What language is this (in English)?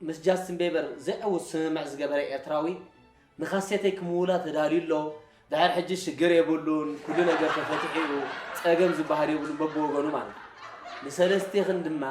Tigrinya